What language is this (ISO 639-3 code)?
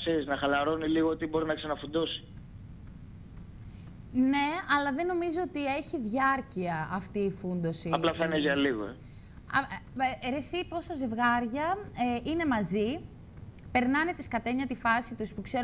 ell